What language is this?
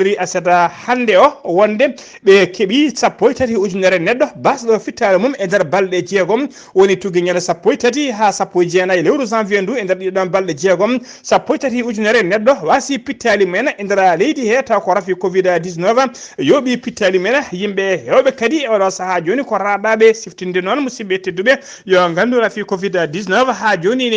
Fula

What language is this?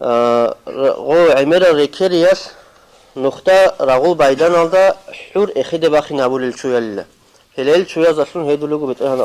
Avaric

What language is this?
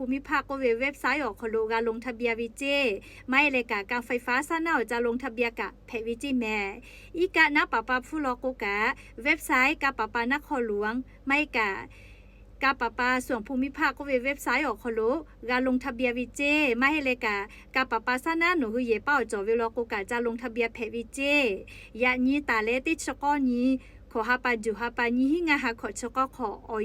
Lahu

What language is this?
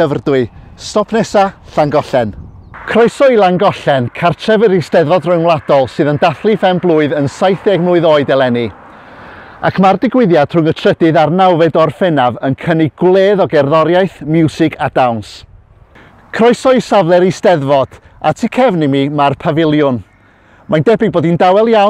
Welsh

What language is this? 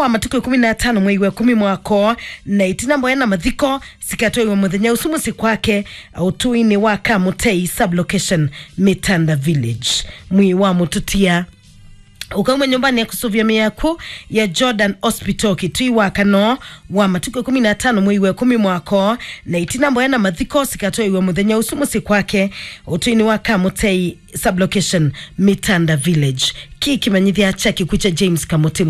Kamba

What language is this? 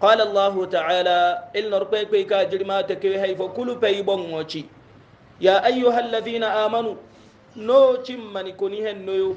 Hausa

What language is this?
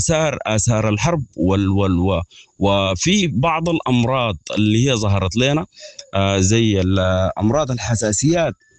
Sudanese Arabic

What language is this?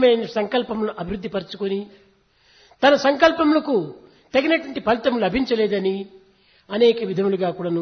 Telugu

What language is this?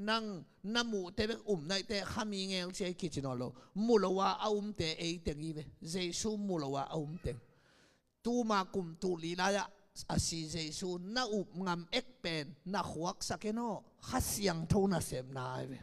Tedim Chin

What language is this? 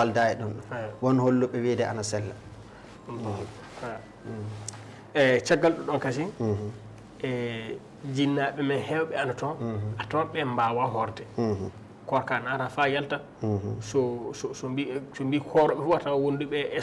Fula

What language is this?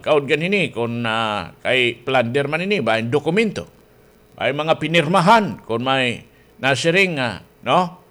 Waray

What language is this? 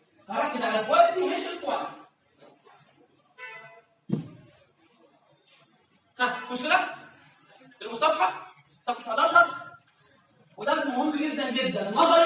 Egyptian Arabic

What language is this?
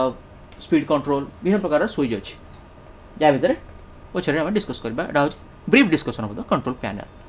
Odia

